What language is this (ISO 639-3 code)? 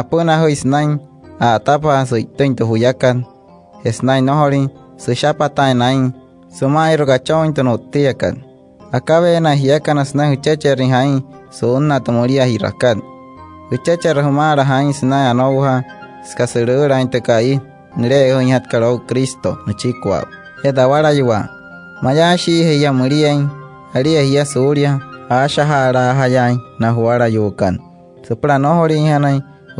guc